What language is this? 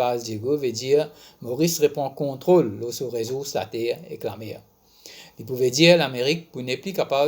Morisyen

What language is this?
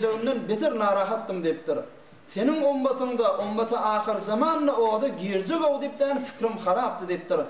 Turkmen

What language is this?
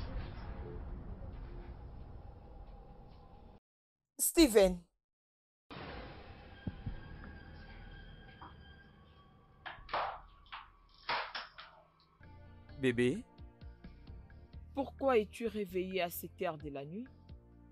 French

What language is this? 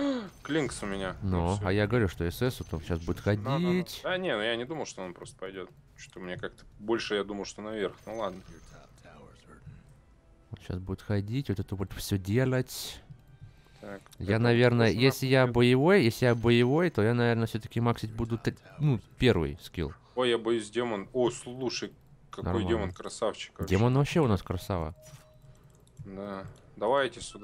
Russian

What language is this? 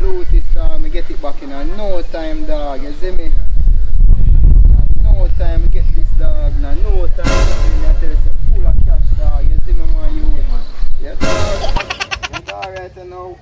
Jamaican Creole English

